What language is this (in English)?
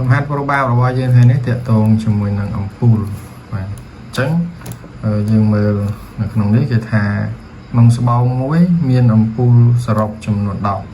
Khmer